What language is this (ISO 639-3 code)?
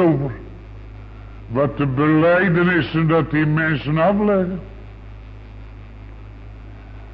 nld